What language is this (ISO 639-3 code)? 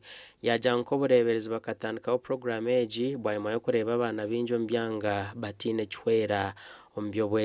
nyn